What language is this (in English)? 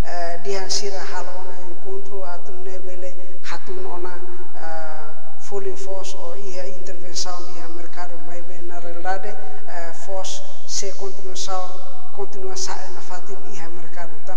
Tetum